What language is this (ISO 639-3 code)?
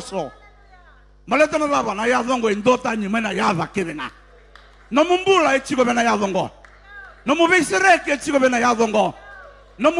fij